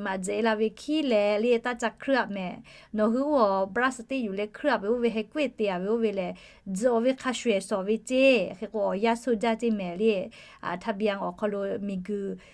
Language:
Lahu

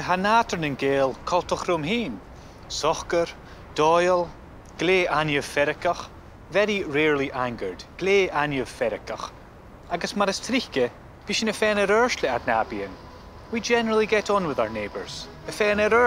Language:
Scottish Gaelic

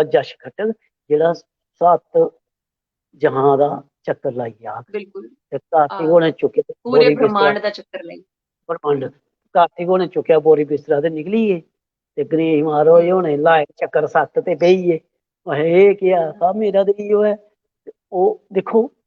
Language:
Dogri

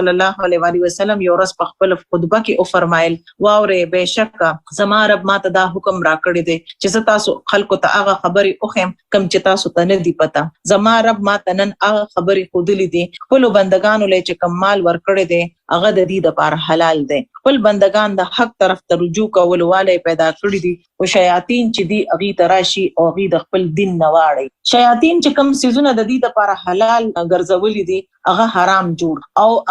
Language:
Pashto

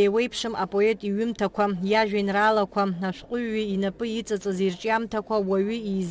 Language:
Abkhazian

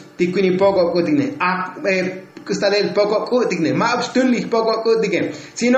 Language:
Tzotzil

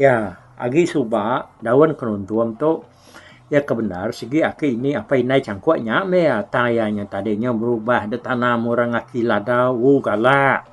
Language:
Iban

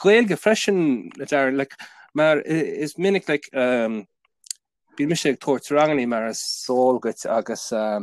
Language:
Irish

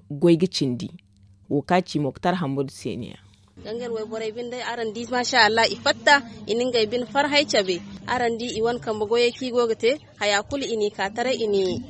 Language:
Zarma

